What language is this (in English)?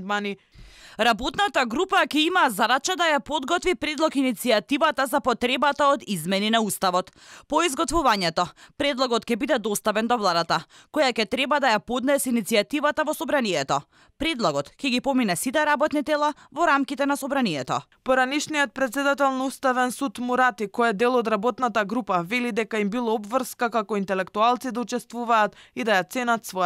Macedonian